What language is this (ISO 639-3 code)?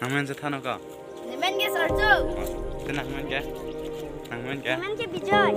mjw